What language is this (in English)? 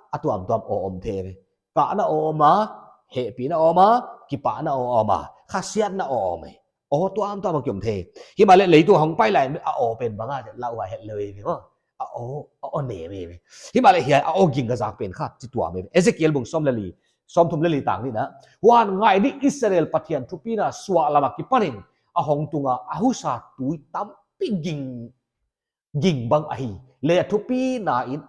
Paite Chin